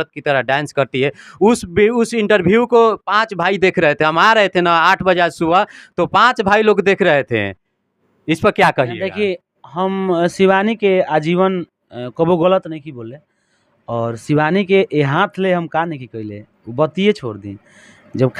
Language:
Bhojpuri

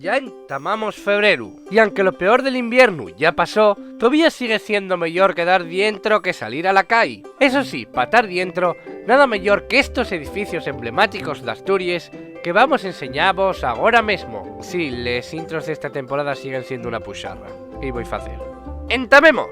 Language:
Asturian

